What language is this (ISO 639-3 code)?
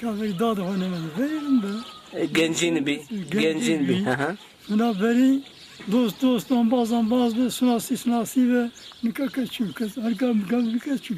zza